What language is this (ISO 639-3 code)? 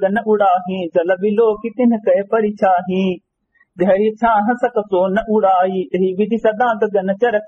awa